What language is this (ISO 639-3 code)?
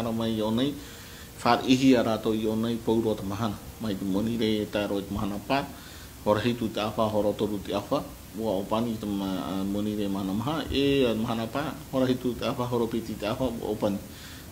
tah